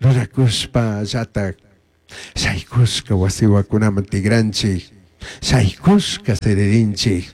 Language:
Chimborazo Highland Quichua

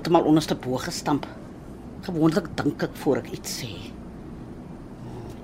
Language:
Afrikaans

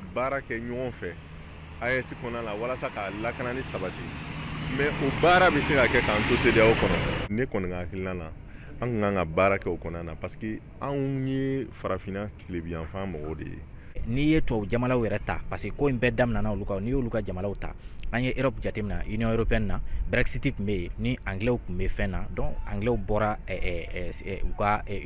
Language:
Bambara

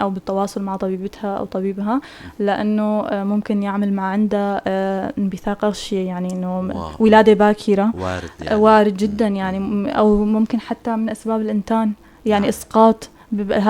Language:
North Levantine Arabic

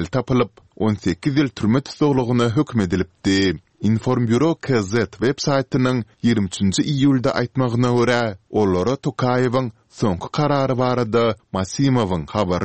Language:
Kyrgyz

